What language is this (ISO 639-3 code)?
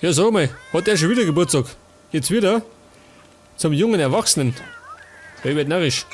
bar